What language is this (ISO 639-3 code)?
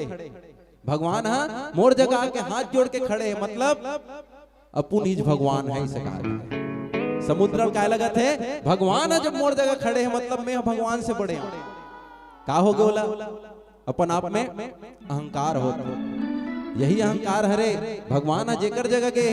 hne